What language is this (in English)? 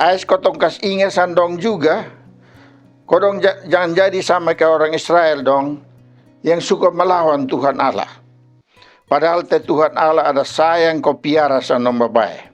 Kupang Malay